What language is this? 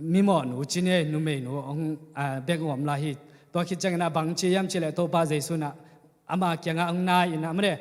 Tedim Chin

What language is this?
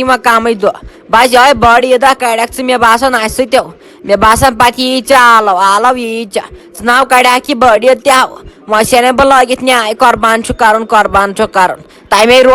Kashmiri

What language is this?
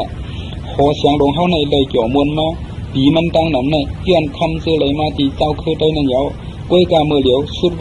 Shan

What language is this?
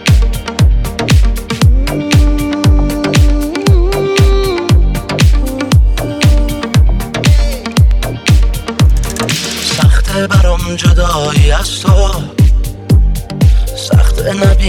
Persian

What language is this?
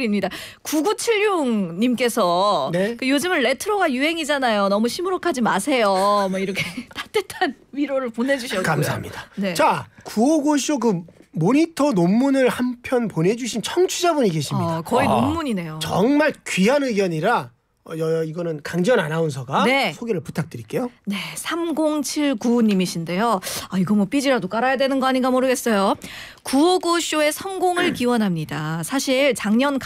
Korean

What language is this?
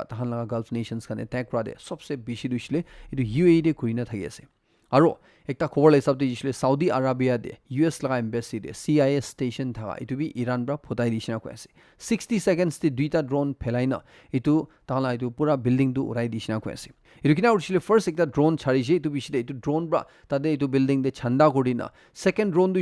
Naga Pidgin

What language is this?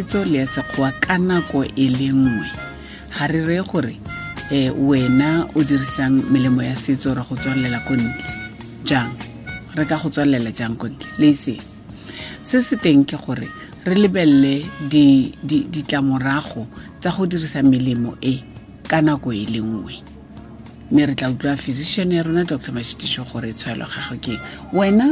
Tswana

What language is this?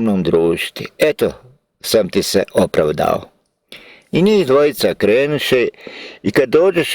Bosnian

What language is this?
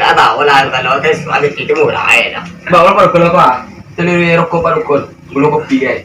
Minangkabau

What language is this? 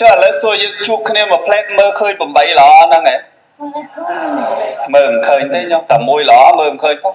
Khmer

